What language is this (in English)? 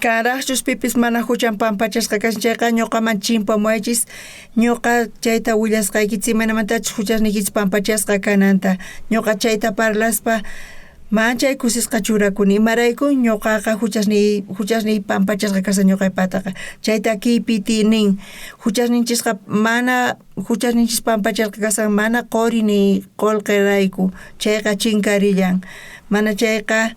South Bolivian Quechua